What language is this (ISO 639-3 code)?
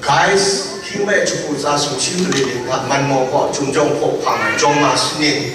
kac